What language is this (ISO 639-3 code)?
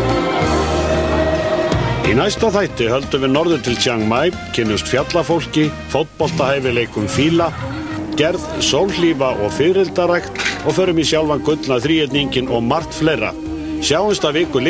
isl